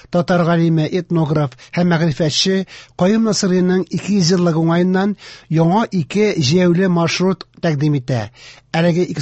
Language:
Tatar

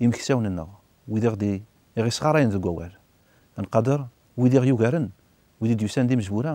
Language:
Kabyle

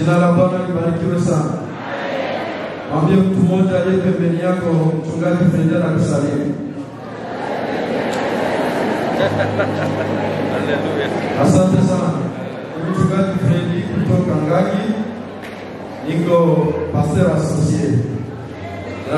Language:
Swahili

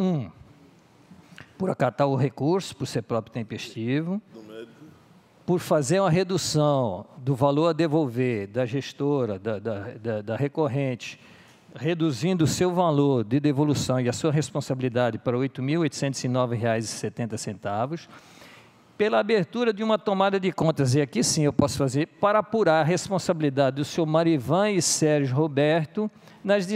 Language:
Portuguese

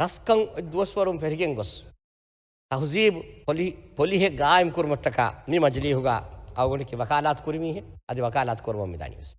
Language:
Divehi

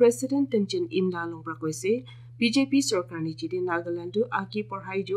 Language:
Naga Pidgin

